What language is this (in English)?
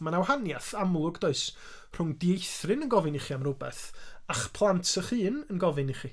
Welsh